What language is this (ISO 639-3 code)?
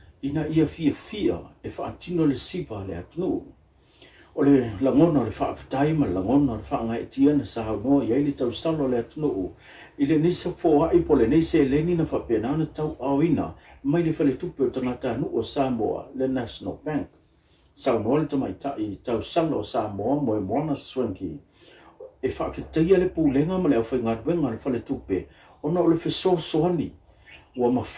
smo